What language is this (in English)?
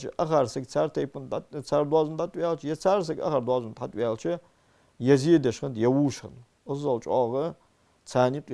Ingush